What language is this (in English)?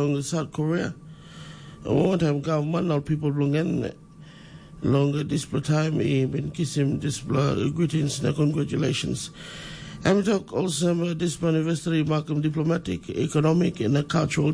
Tok Pisin